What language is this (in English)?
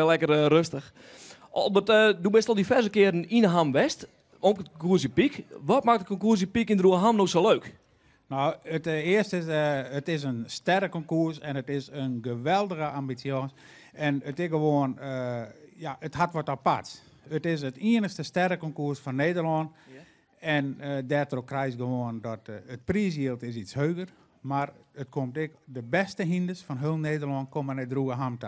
Western Frisian